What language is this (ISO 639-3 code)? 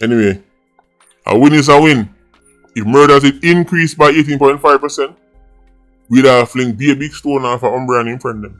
jam